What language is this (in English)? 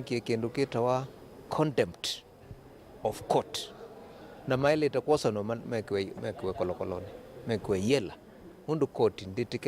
Kamba